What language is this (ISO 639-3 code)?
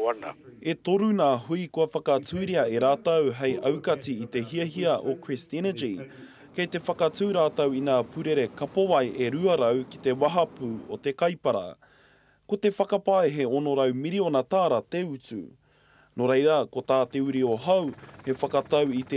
mri